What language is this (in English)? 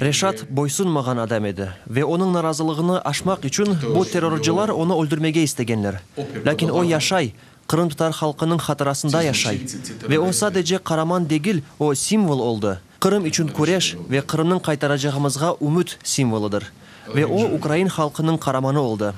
Crimean Tatar